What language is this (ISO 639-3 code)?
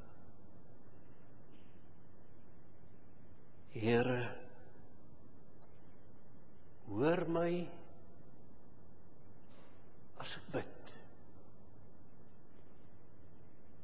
afr